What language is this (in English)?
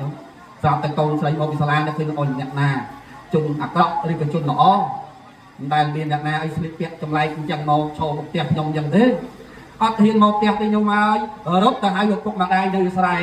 Khmer